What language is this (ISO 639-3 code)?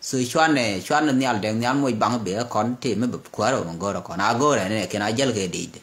nus